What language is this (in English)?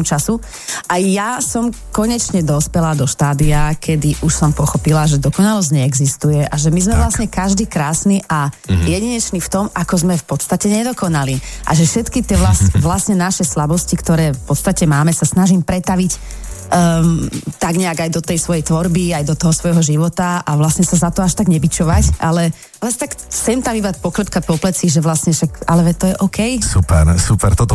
Slovak